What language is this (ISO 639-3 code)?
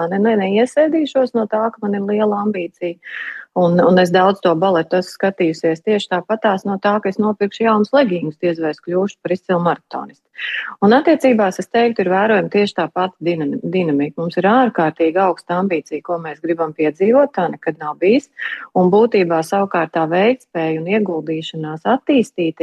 lav